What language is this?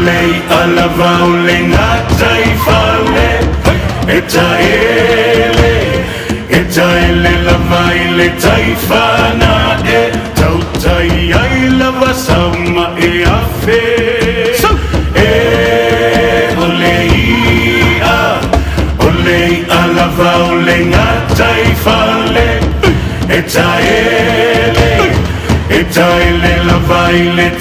Samoan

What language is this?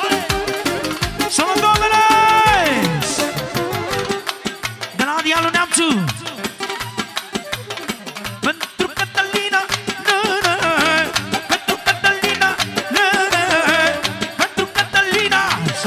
Romanian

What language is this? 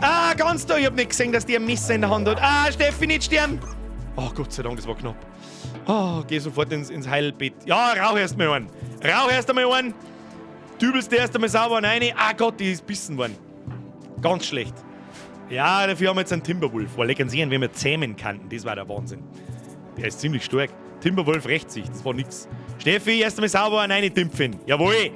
Bavarian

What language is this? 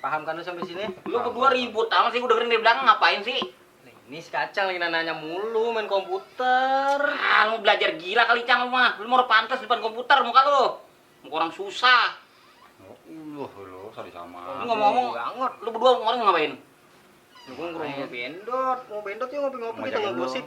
Betawi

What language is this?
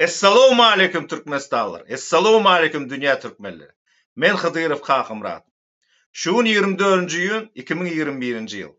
Turkmen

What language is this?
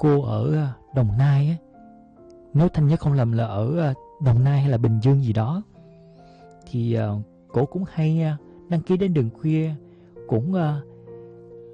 Vietnamese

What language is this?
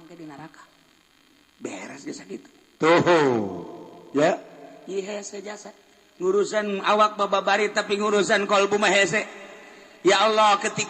Sundanese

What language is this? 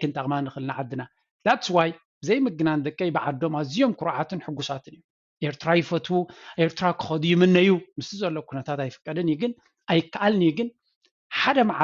Tigrinya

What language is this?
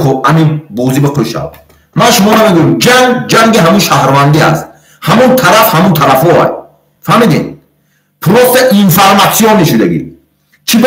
Tajik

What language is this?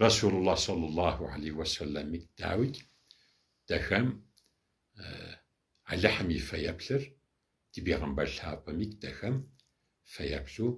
Kabardian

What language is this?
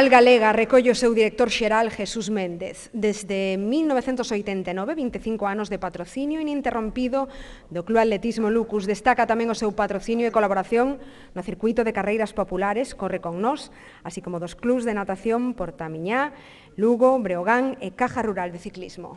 Galician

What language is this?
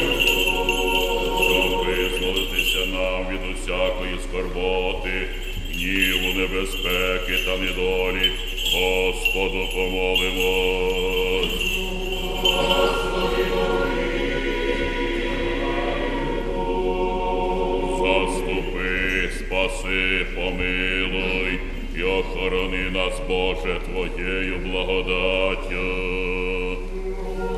Ukrainian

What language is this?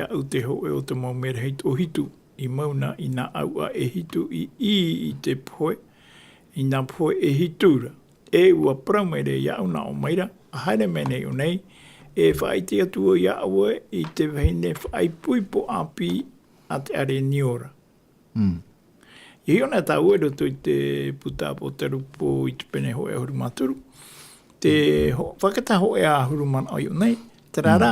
Tahitian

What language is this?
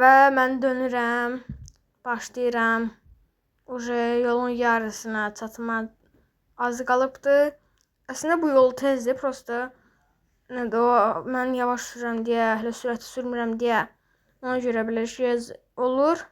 Azerbaijani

